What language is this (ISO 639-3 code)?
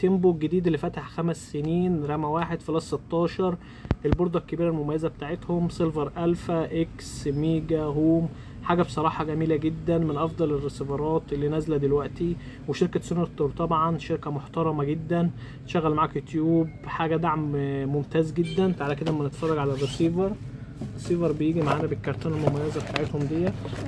arz